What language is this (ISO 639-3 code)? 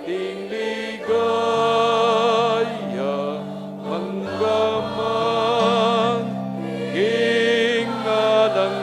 pam